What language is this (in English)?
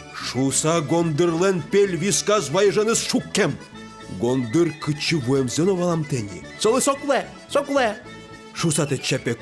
Udmurt